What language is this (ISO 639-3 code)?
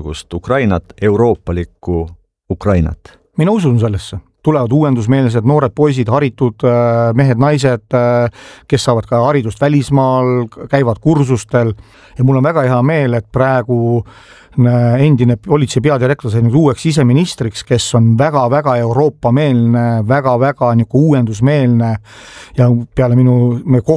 est